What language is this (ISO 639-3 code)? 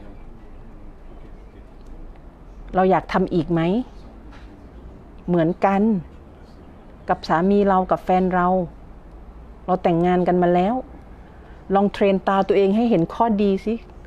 tha